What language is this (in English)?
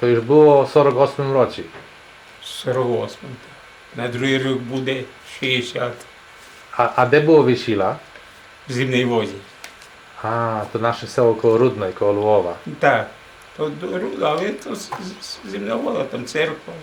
Rusyn